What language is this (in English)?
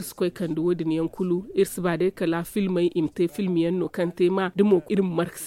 Zarma